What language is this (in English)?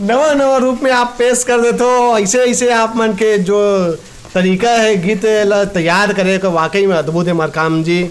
Chhattisgarhi